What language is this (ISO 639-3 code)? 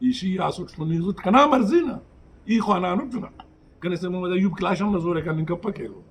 brh